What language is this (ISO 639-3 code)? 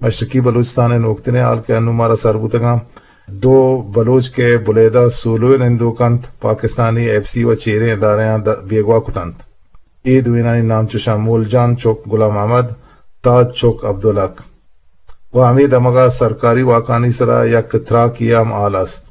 bgp